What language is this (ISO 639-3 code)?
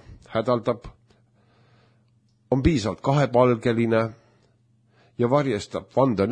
est